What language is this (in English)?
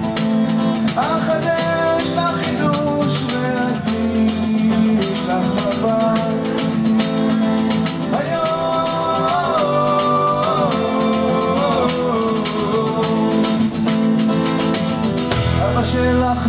Hebrew